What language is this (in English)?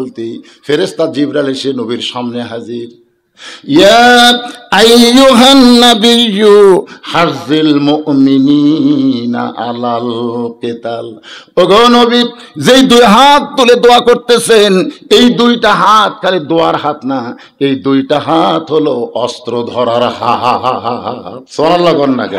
Bangla